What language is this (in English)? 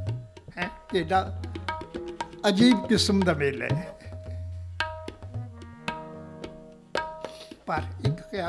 Punjabi